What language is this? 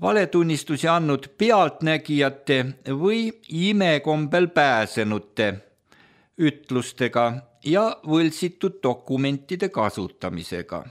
Estonian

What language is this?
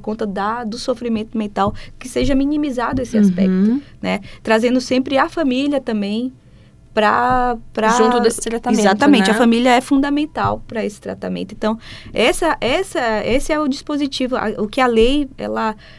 Portuguese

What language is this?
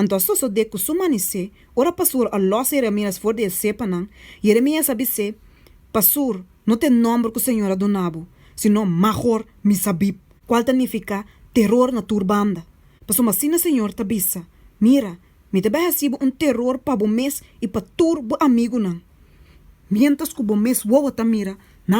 Papiamento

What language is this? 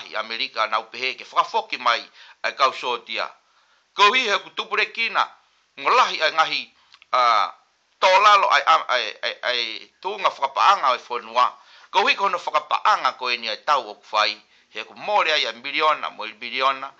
Tongan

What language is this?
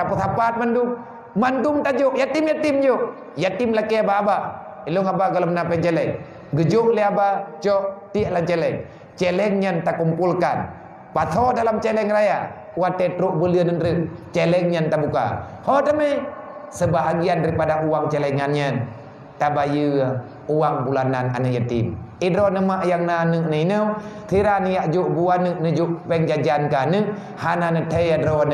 Achinese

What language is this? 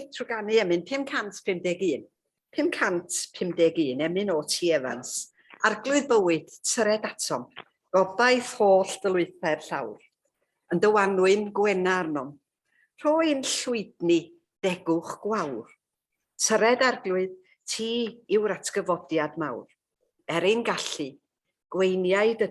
Welsh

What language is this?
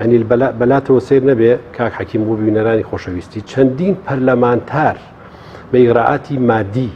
Central Kurdish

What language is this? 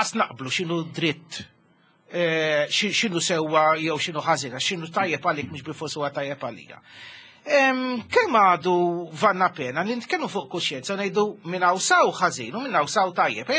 Maltese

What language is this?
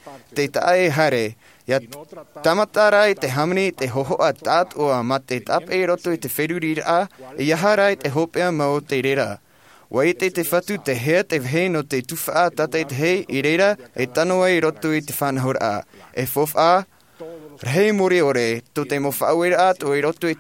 Tahitian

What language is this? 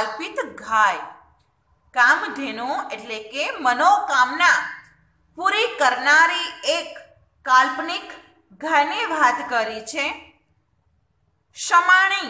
Gujarati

